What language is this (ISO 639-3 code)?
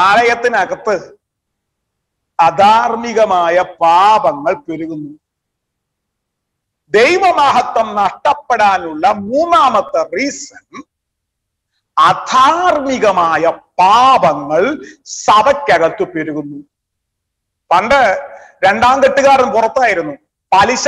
mal